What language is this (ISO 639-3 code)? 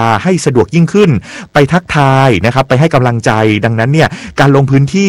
tha